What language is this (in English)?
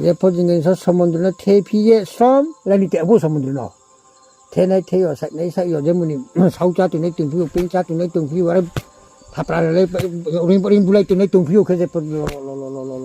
Riang (India)